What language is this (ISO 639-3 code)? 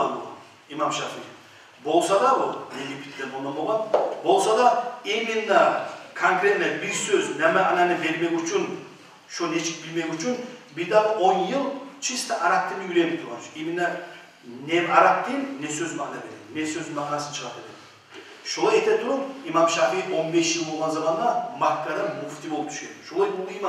kum